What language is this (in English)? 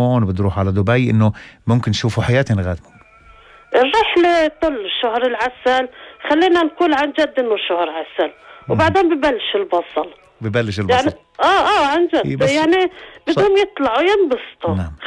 North Levantine Arabic